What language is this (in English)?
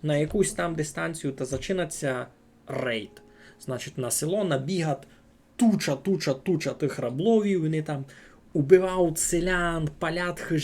Rusyn